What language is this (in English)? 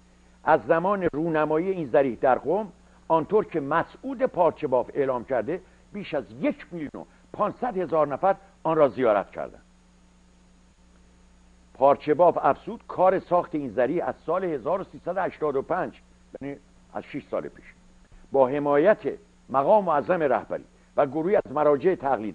Persian